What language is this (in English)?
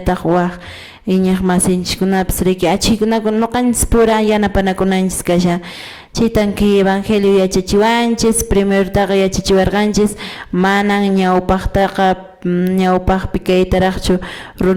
Quechua